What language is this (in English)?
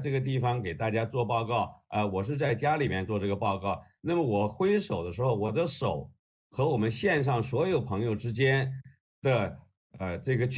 Chinese